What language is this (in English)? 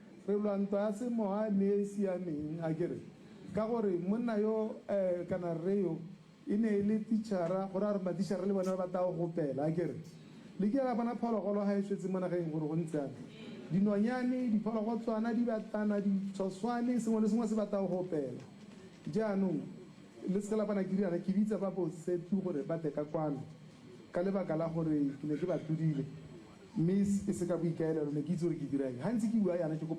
Tswana